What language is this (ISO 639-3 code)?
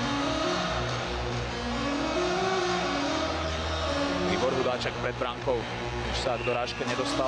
slk